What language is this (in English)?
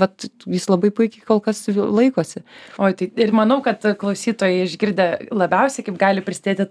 Lithuanian